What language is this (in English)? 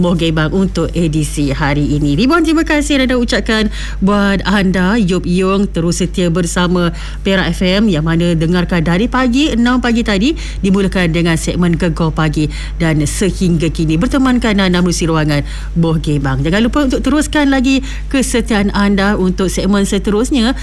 Malay